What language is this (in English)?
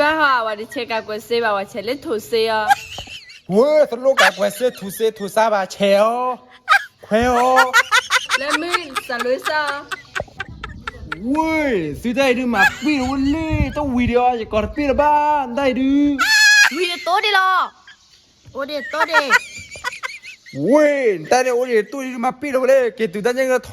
S'gaw Karen